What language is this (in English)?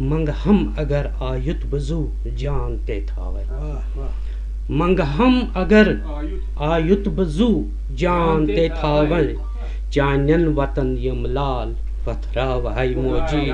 Kashmiri